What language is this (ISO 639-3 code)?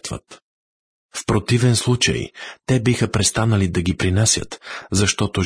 bul